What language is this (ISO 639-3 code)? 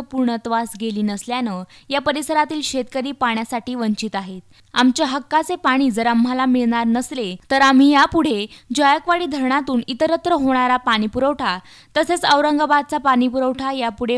mar